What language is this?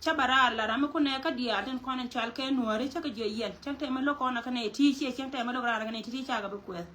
Nuer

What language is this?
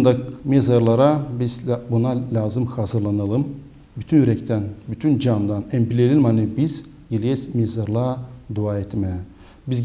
Gagauz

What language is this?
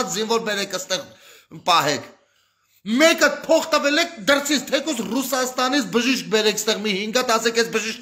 Armenian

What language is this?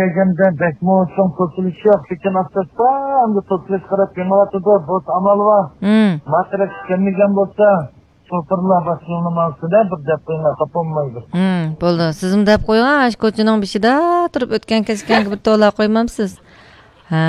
Uyghur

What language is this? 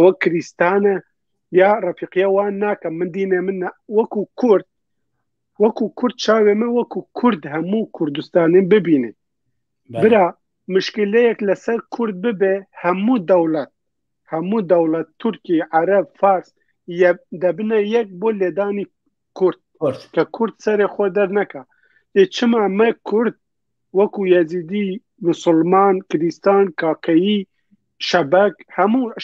Kurdish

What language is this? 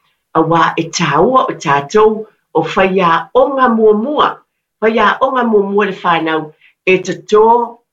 Samoan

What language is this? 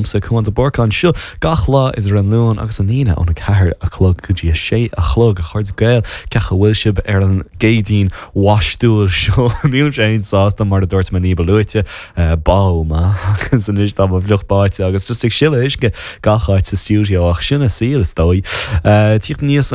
Irish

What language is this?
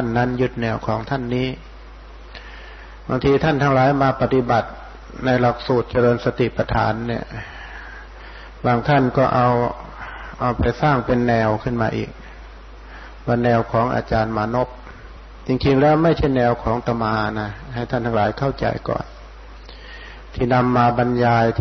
Thai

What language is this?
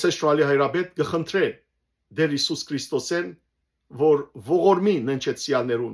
Western Armenian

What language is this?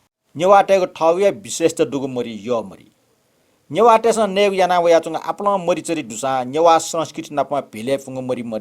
Newari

